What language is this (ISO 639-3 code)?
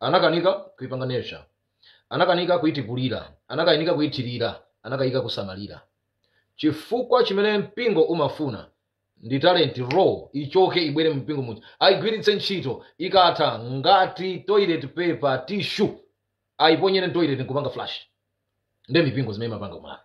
nya